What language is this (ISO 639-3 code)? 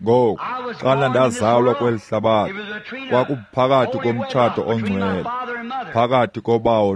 xho